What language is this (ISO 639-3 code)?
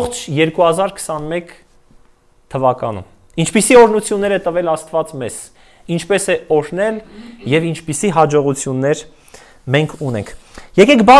hye